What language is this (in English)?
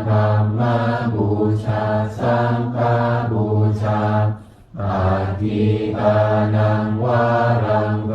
Pali